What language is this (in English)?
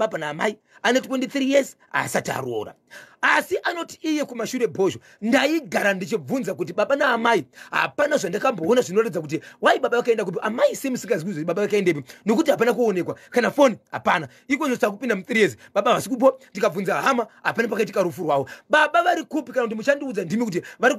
Shona